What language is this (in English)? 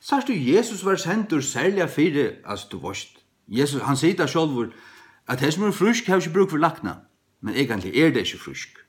Faroese